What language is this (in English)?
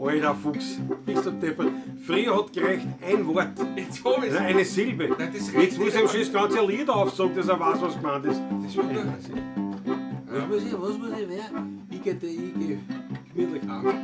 Bavarian